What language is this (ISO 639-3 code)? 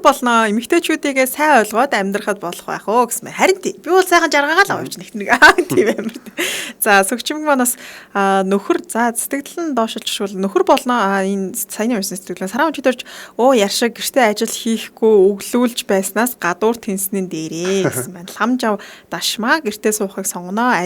mon